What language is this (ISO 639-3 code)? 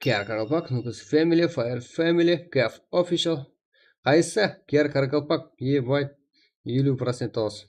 kaa